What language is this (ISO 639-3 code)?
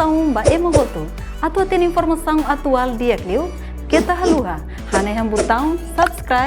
tet